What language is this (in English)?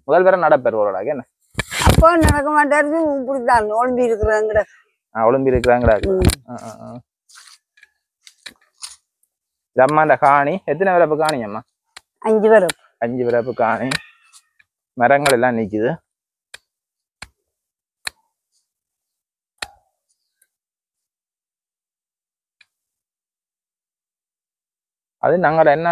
Tamil